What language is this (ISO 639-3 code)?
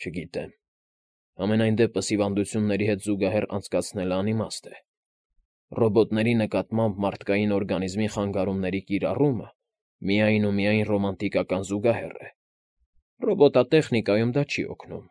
hye